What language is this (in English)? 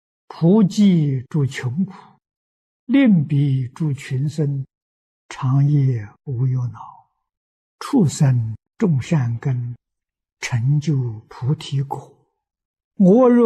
Chinese